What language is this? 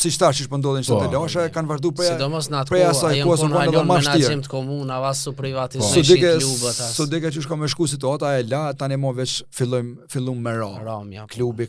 Albanian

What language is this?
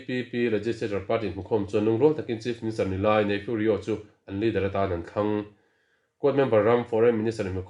Mizo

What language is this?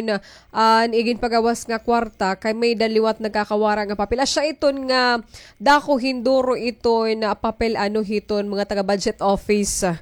Waray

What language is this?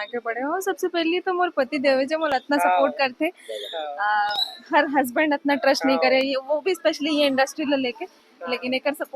Chhattisgarhi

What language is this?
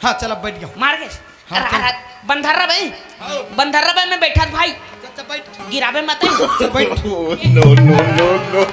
Chhattisgarhi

